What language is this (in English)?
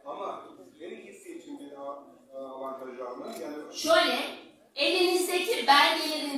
Turkish